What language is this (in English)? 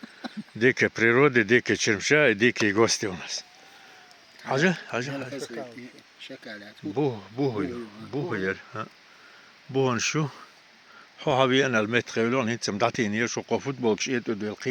Chechen